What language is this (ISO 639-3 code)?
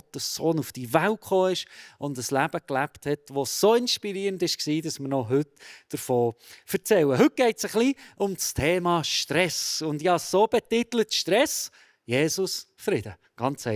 gsw